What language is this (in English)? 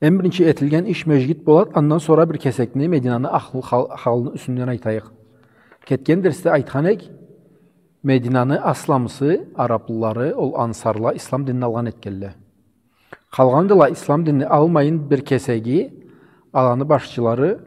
Karachay-Balkar